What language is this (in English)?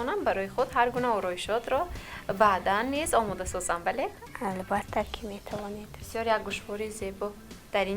Tajik